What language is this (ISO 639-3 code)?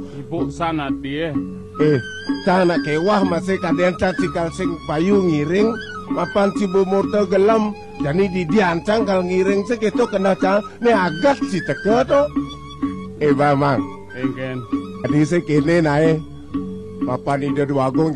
ban